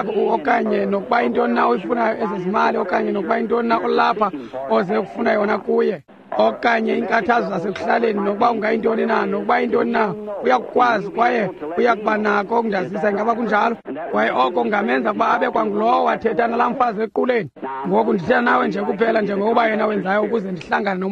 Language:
Xhosa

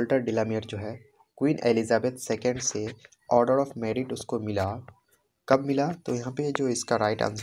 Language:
Hindi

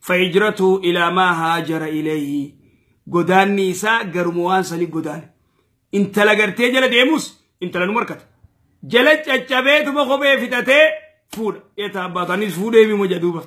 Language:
Oromo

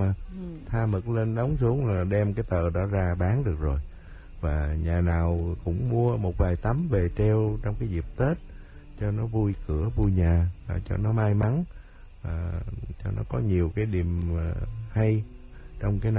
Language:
Vietnamese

